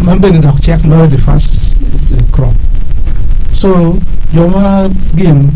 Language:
Acoli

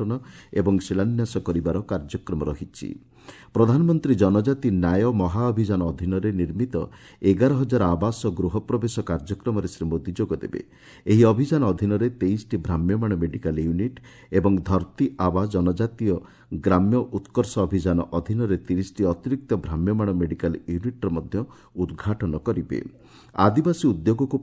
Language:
Odia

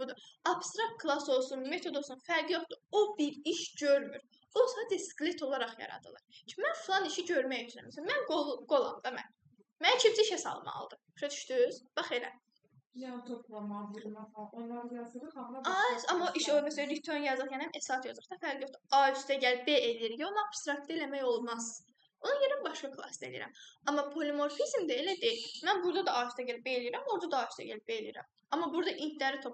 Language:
Azerbaijani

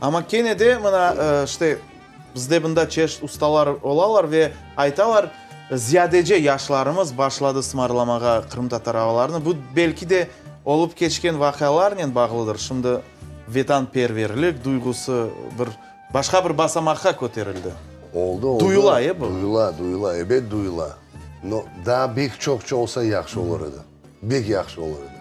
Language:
Crimean Tatar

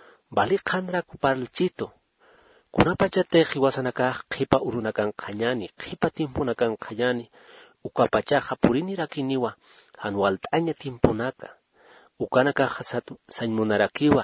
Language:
Aymara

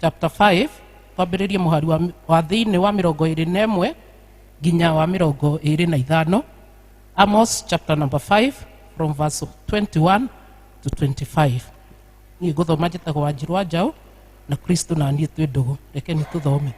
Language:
Kikuyu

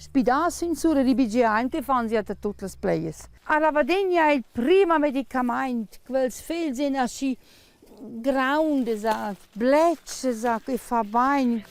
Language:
Romansh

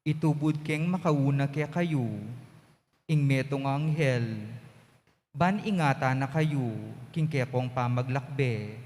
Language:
Pampanga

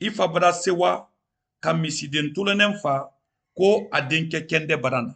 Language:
Mandingo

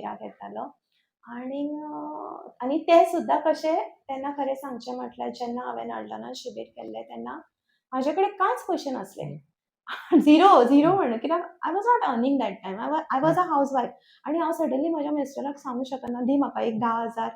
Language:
Konkani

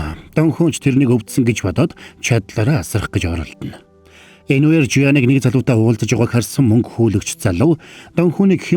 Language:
Mongolian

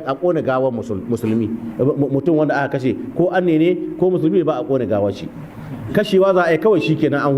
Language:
Hausa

